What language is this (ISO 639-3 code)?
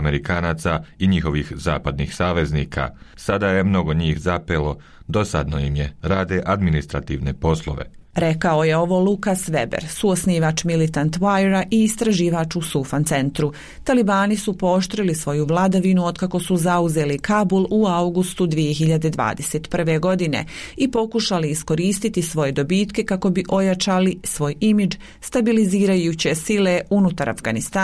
bos